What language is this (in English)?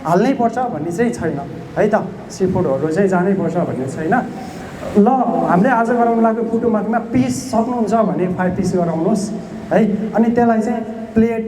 Nepali